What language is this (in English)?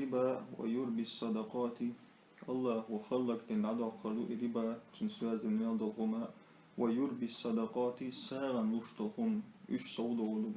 Chechen